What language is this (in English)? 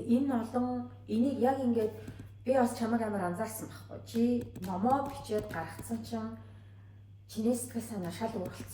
Mongolian